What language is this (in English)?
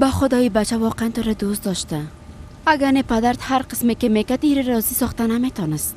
Persian